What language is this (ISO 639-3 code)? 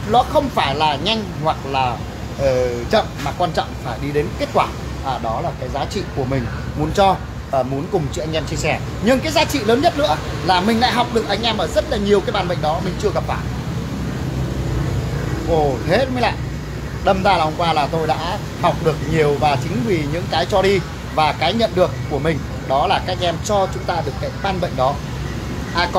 vie